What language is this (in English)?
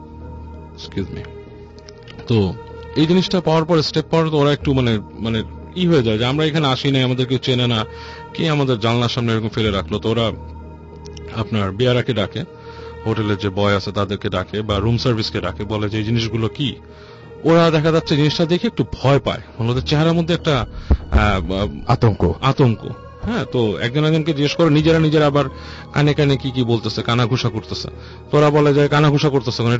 Bangla